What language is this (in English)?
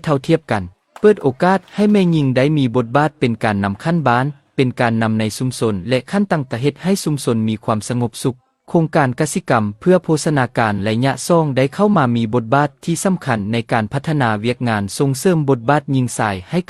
Lao